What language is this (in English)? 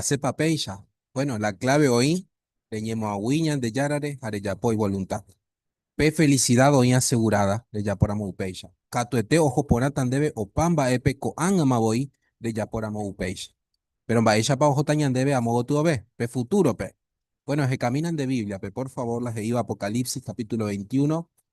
Guarani